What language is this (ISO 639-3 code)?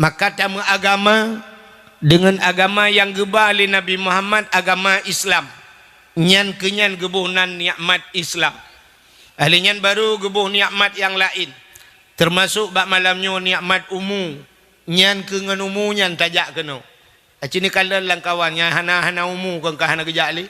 ace